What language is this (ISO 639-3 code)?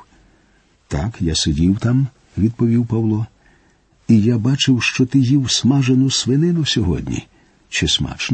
ukr